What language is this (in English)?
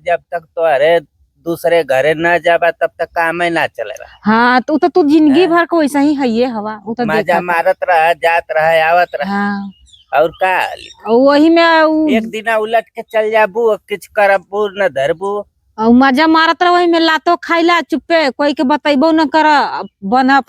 Bhojpuri